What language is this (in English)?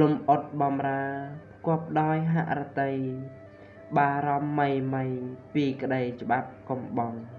Khmer